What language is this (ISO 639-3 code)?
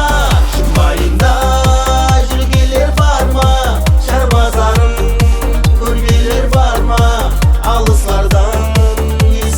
kaa